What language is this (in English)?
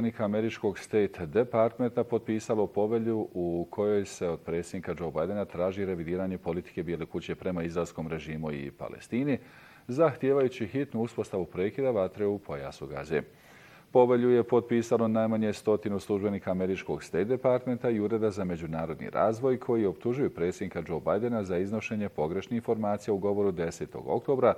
Bosnian